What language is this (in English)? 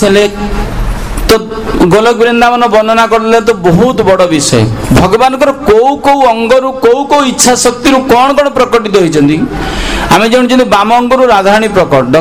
Odia